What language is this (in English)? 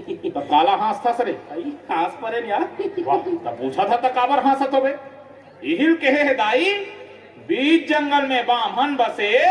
Chhattisgarhi